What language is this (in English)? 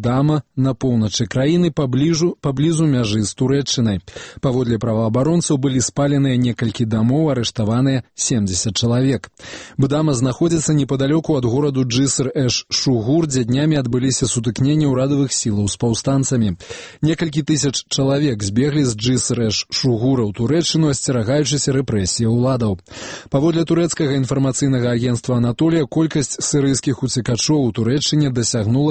Belarusian